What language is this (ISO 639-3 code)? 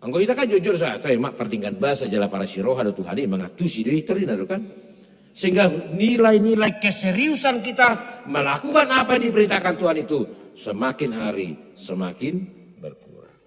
bbc